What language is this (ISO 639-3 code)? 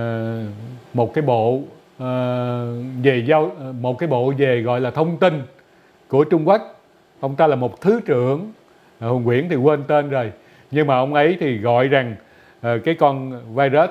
vie